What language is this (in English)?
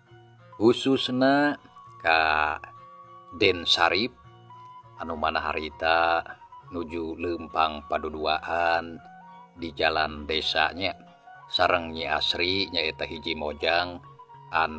Sundanese